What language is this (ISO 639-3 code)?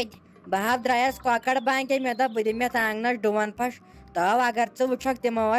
kas